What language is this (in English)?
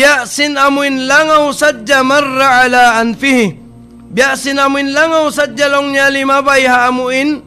Tausug